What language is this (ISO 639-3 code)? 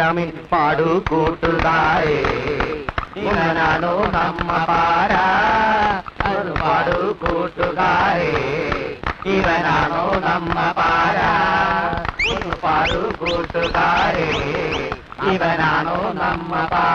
mal